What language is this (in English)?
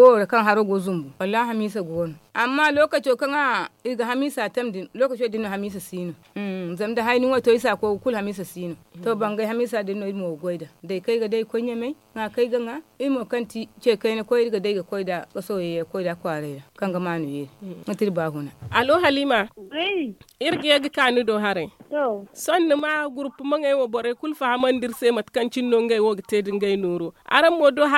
Zarma